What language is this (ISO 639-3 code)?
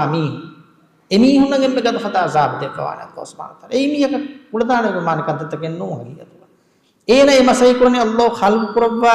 div